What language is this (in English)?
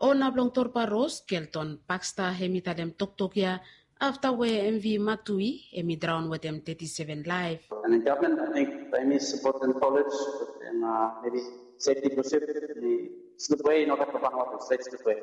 Bislama